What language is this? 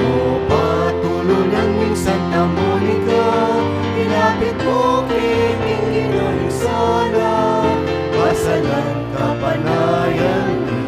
Pampanga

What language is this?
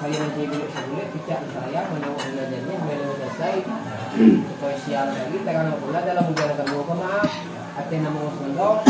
Minangkabau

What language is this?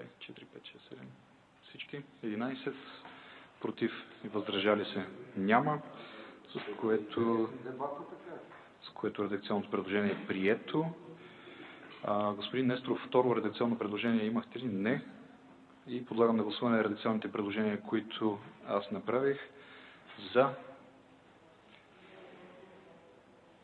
Bulgarian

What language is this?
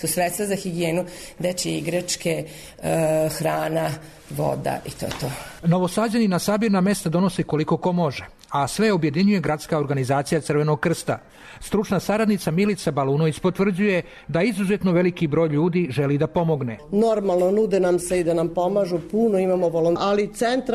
Serbian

